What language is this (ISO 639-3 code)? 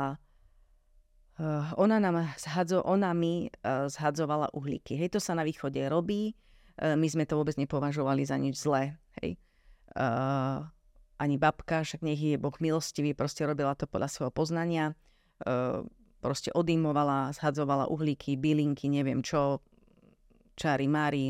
slk